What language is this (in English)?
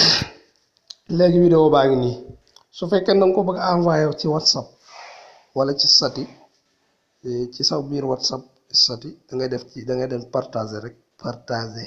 Wolof